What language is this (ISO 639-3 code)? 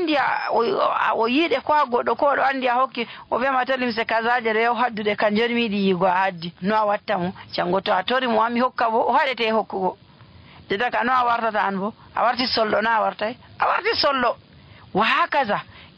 fuv